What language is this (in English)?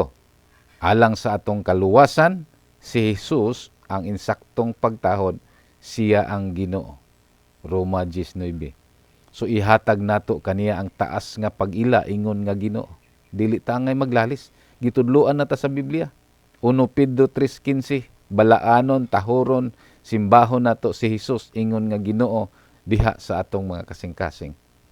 Cebuano